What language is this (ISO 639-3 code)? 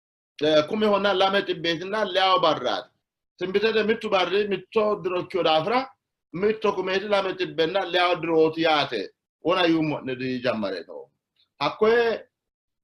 sid